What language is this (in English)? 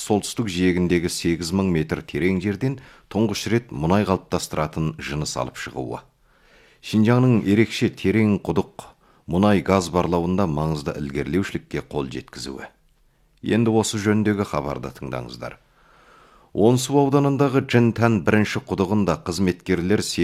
Kazakh